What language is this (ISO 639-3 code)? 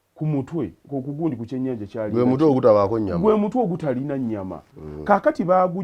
lug